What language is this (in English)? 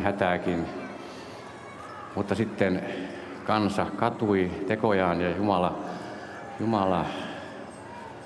Finnish